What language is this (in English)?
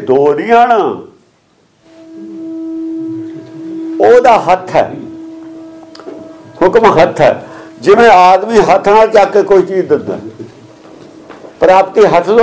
Punjabi